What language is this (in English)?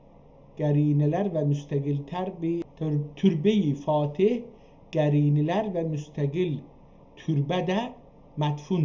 South Azerbaijani